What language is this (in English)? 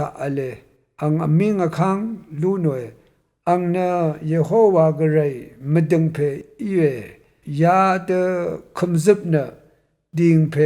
Rawang